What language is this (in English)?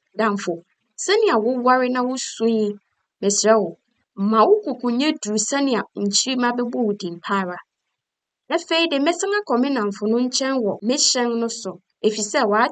Akan